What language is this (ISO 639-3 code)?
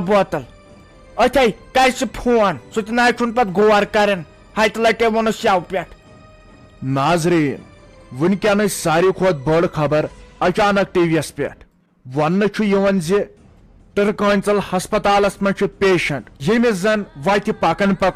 kas